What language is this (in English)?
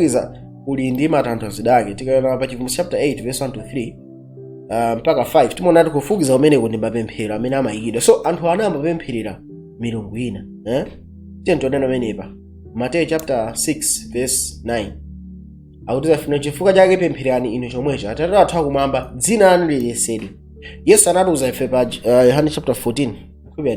Nyanja